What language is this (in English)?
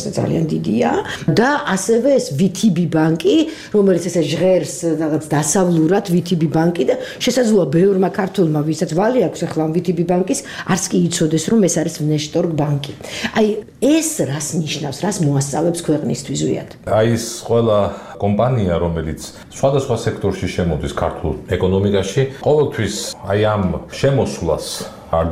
Georgian